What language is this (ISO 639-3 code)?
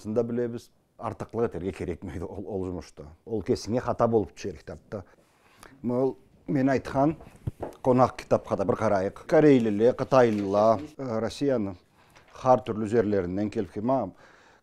krc